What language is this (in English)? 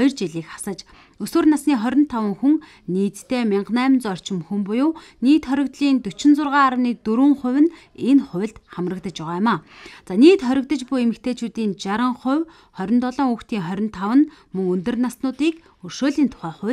Mongolian